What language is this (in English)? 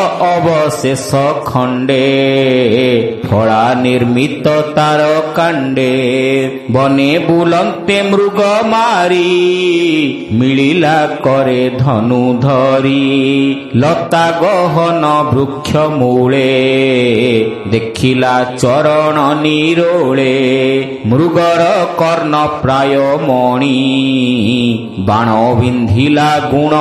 Odia